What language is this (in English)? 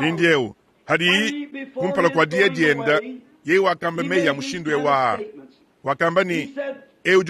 Luba-Lulua